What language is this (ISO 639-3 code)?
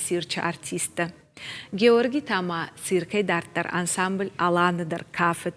oss